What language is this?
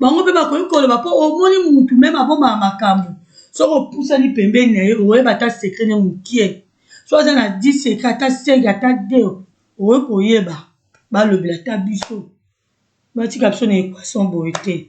Lingala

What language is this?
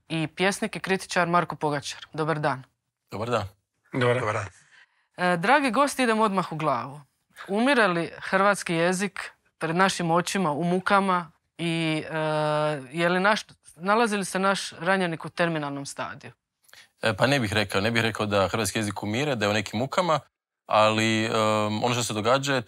Croatian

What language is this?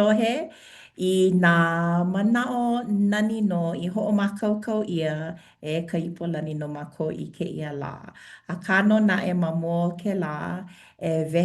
Hawaiian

